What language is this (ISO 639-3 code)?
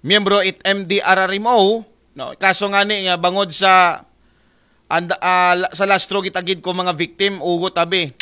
akl